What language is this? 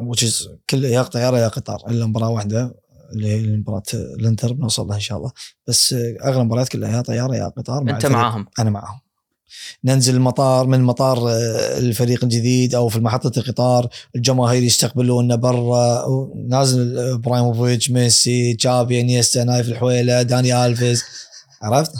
Gulf Arabic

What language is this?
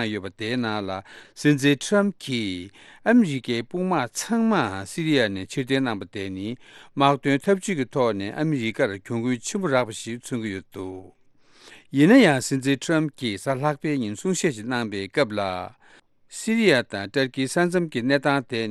Tibetan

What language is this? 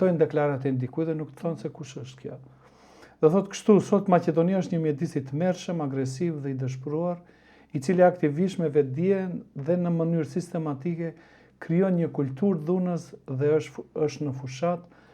Albanian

